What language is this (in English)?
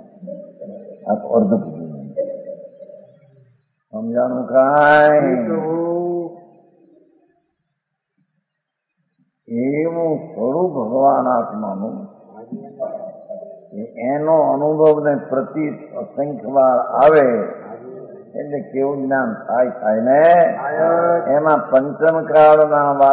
Gujarati